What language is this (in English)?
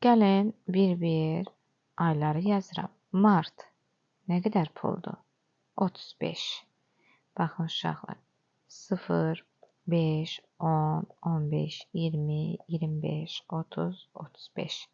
Azerbaijani